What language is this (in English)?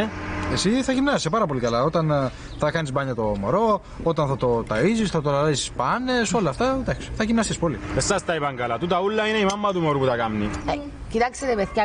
Greek